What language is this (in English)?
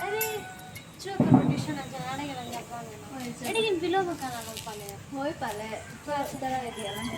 Santali